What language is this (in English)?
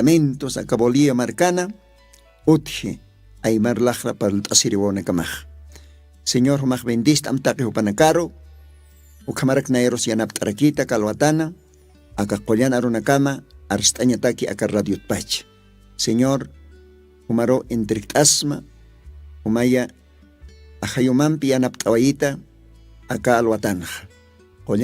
Aymara